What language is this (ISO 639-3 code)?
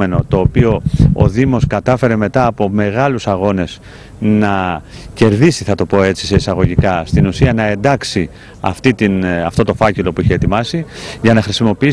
ell